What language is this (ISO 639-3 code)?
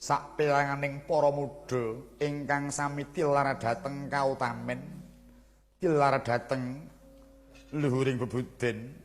jav